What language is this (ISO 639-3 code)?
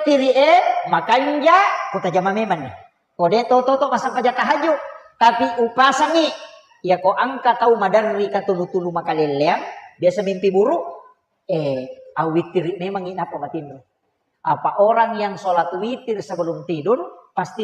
bug